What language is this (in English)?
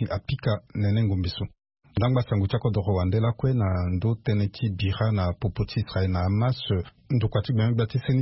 Sango